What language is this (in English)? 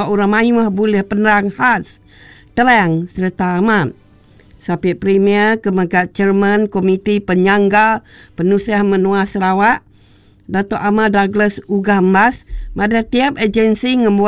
Iban